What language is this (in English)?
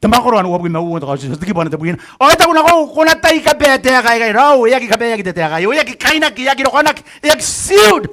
Gilbertese